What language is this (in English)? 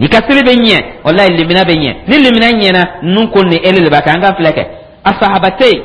Dyula